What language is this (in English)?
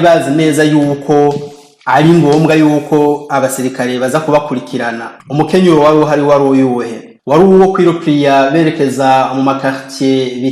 Rundi